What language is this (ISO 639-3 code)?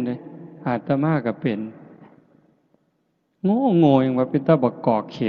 lao